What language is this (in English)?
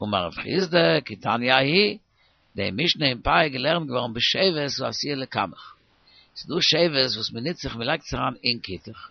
Yiddish